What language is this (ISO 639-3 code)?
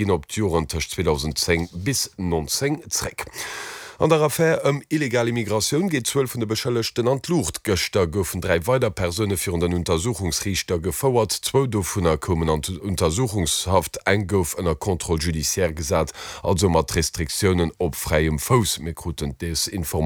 ltz